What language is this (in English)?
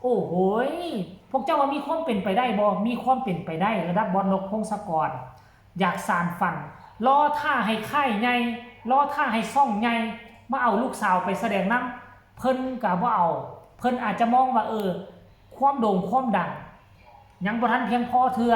Lao